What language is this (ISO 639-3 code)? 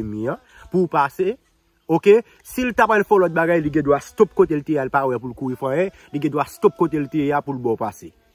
hat